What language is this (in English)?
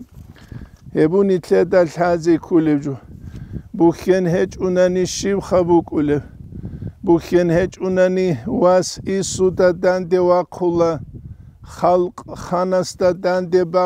Avaric